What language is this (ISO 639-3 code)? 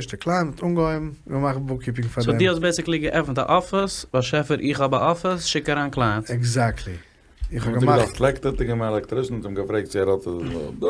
yid